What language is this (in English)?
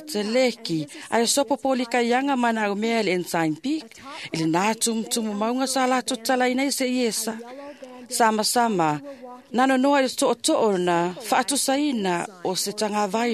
Samoan